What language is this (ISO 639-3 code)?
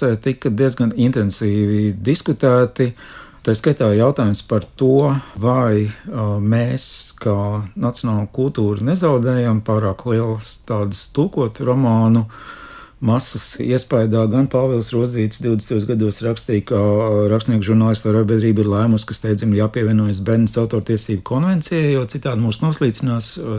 lav